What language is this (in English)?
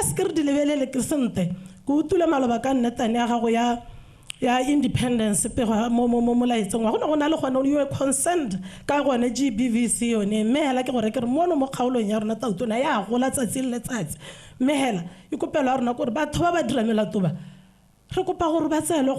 Tswana